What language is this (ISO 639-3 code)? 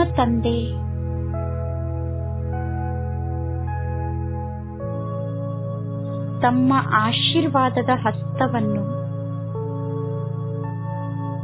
kan